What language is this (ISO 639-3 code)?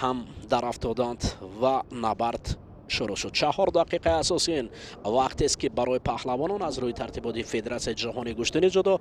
tgk